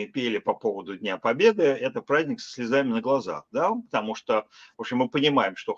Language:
Russian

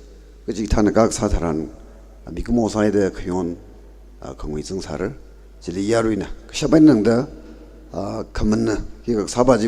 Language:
Tangkhul Naga (India)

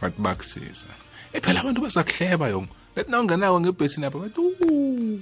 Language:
South Ndebele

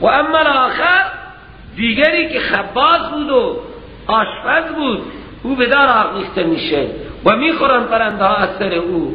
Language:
Persian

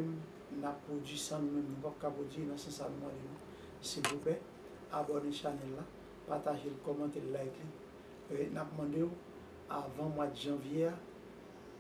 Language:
Haitian Creole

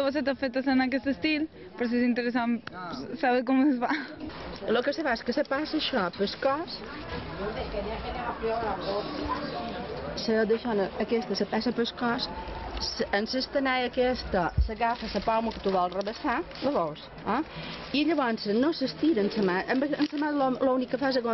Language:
Catalan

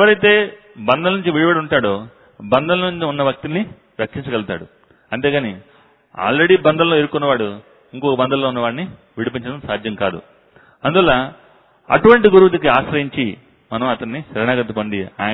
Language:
Telugu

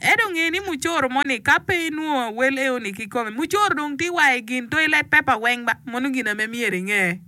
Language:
Acoli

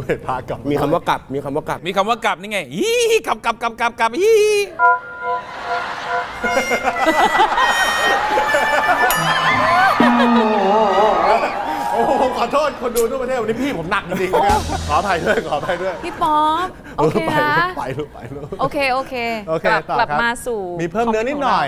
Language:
Thai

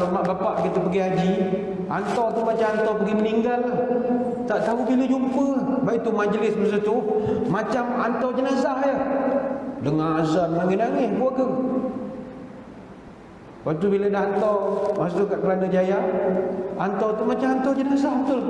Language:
Malay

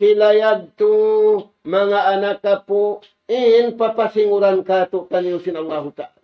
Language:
Tausug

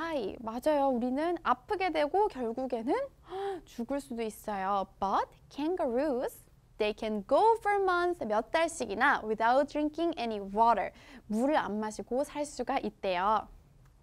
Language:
Korean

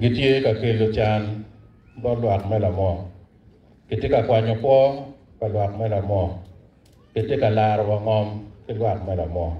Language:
Acoli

